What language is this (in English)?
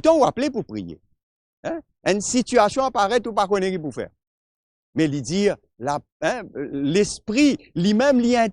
Morisyen